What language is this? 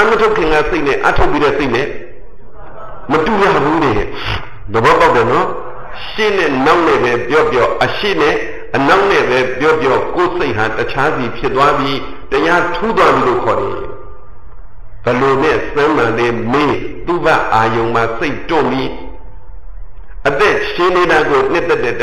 Burmese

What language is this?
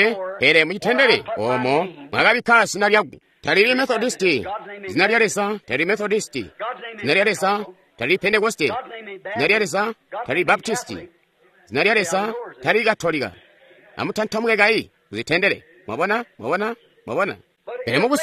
Tonga (Zambia)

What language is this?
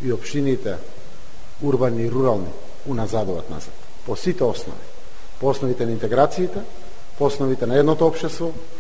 Macedonian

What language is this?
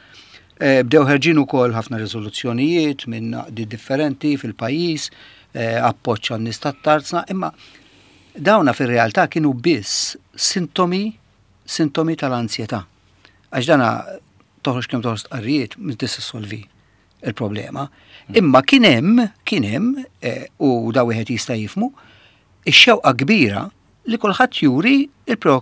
Maltese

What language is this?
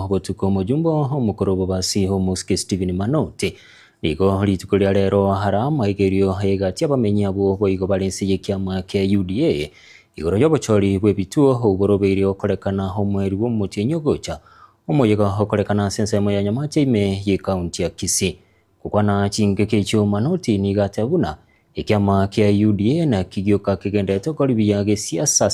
Gusii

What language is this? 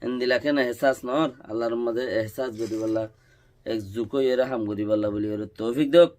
Rohingya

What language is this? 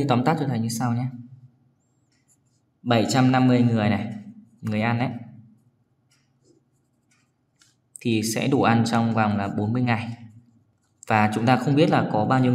Vietnamese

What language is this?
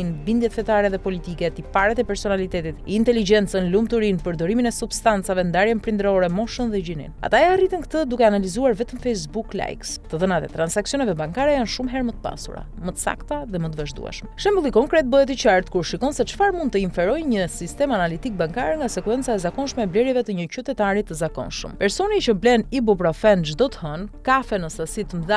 Albanian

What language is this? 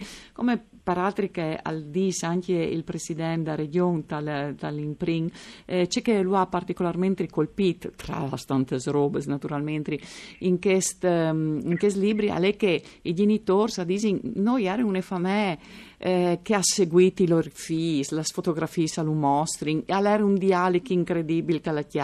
Friulian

